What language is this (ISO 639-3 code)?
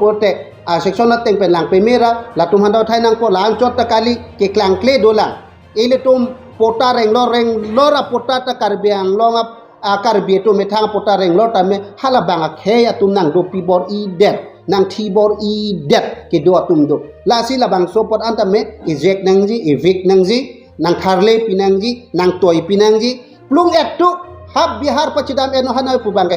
mjw